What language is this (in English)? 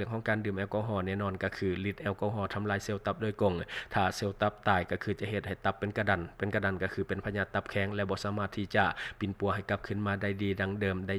Lao